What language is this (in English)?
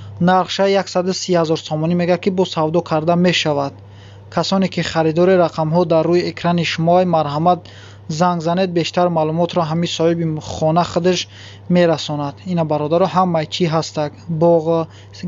Tajik